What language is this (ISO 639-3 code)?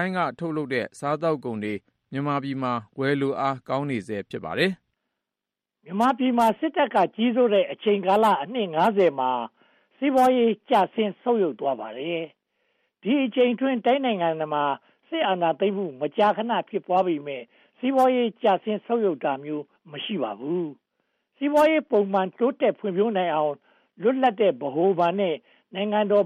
mya